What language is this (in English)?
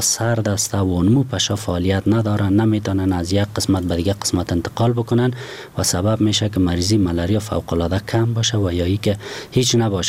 Persian